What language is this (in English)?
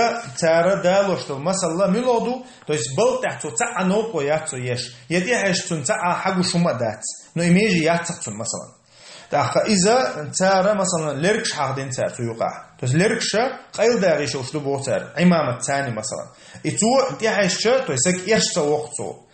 Chechen